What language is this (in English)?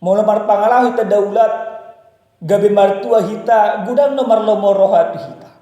Batak Toba